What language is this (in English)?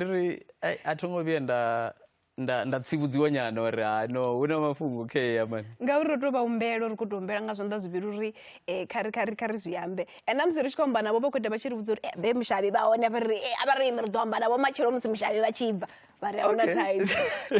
Venda